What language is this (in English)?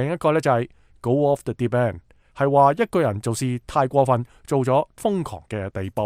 Cantonese